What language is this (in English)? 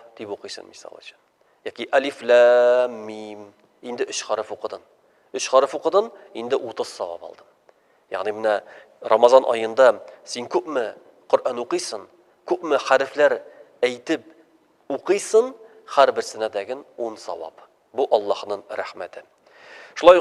Tatar